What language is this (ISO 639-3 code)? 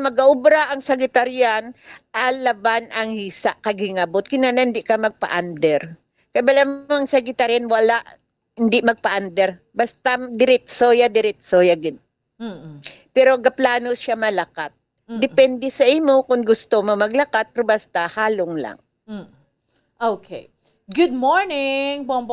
hil